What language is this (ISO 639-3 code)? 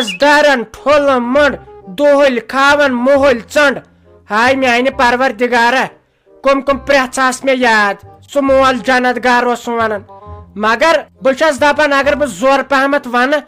kas